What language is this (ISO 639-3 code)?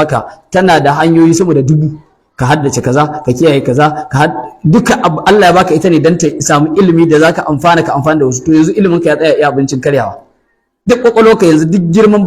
hau